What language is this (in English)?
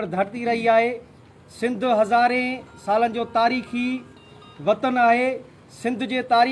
Sindhi